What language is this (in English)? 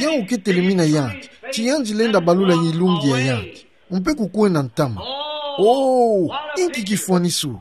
Kituba (Democratic Republic of Congo)